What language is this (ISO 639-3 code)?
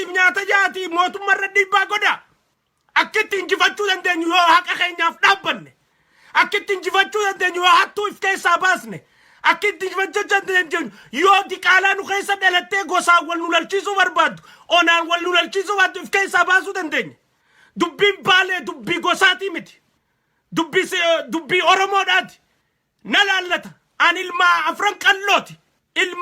orm